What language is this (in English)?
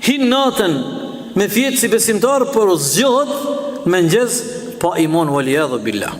Albanian